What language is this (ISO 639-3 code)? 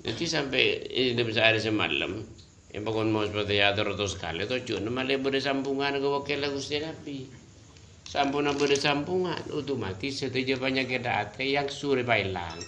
mad